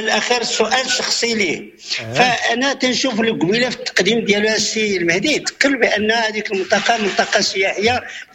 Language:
Moroccan Arabic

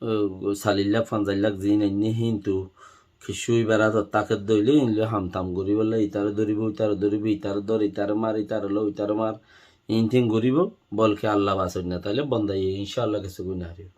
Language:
Rohingya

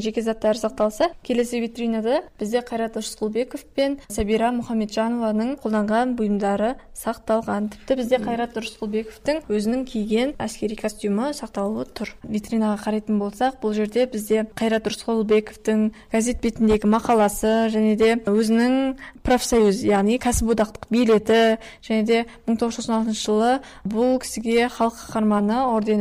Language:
Kazakh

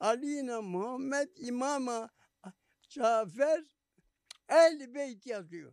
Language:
Zaza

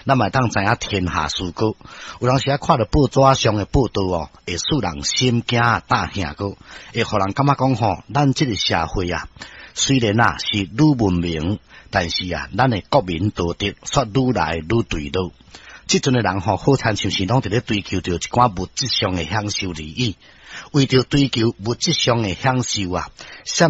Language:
Min Nan Chinese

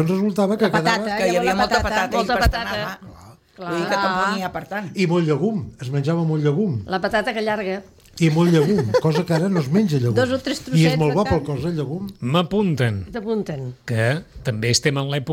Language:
Catalan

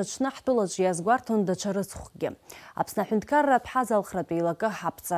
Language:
Abkhazian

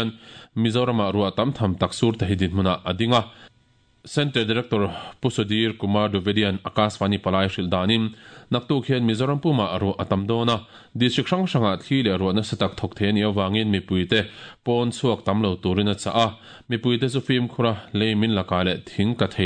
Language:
Mizo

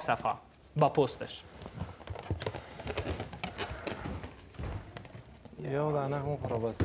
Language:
Persian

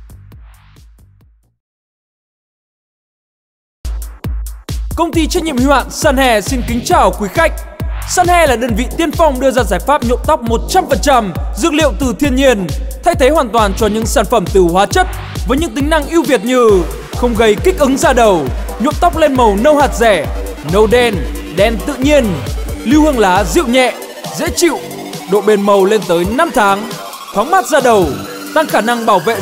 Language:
Vietnamese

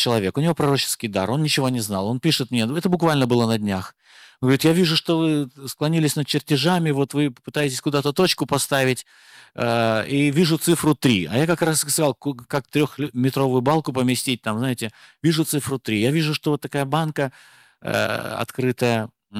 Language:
Russian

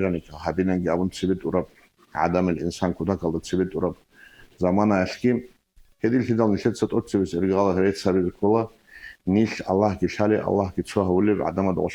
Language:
Avaric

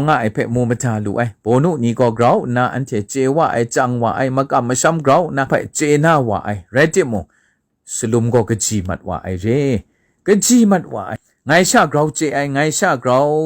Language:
Kachin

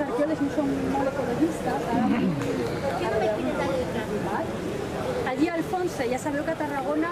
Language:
Catalan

